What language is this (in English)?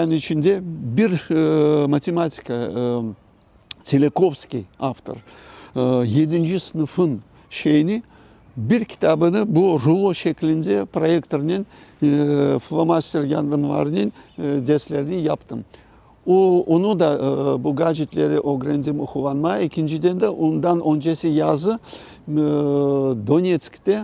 Crimean Tatar